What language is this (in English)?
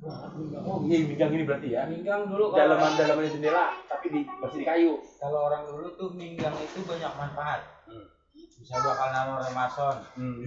Betawi